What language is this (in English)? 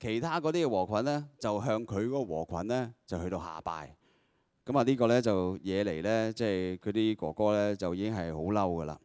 Cantonese